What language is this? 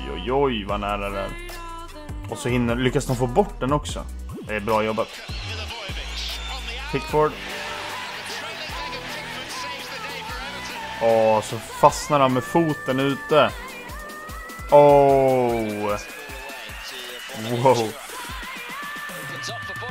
Swedish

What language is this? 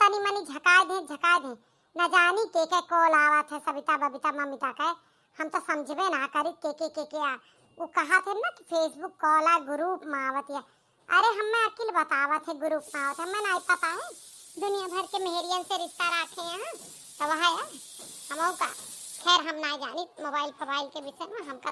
Awadhi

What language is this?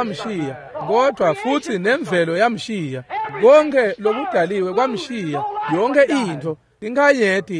Swati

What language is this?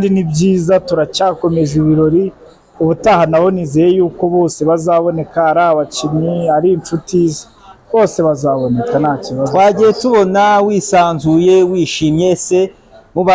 Kinyarwanda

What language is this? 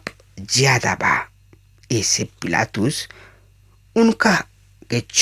Bhojpuri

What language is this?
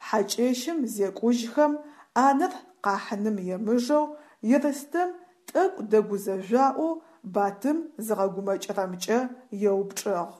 Adyghe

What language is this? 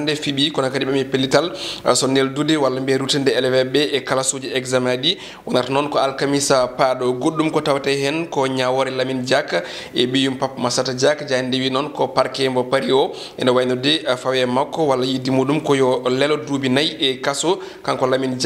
Fula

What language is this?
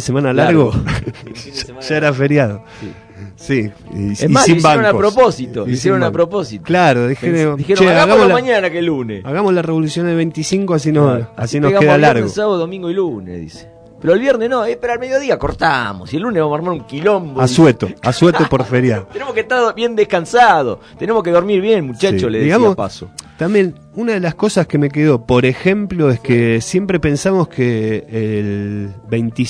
Spanish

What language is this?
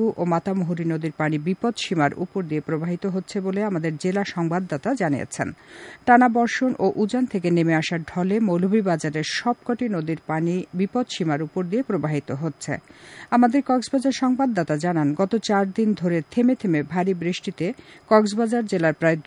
Bangla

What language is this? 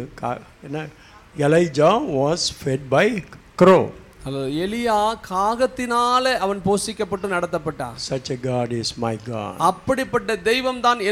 Tamil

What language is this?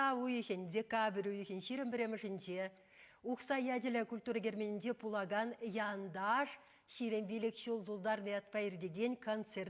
Chuvash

